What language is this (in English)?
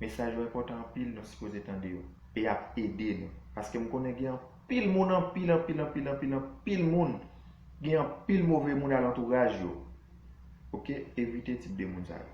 Haitian Creole